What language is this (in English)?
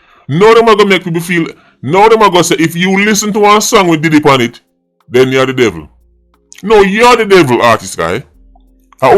Jamaican Creole English